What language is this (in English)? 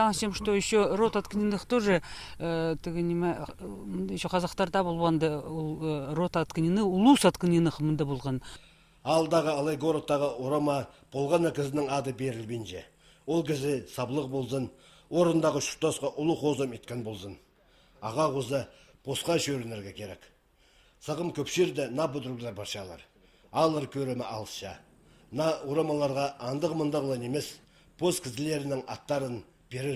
Khakas